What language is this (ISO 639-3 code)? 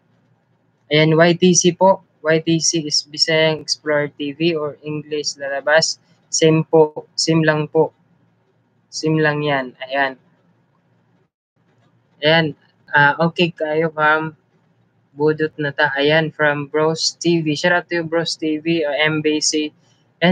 fil